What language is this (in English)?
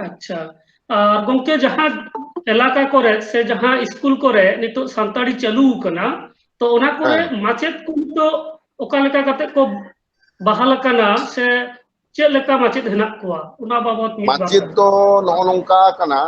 Santali